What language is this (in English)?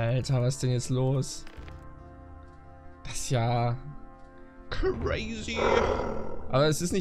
German